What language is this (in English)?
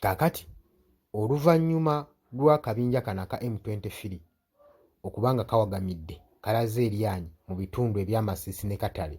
Ganda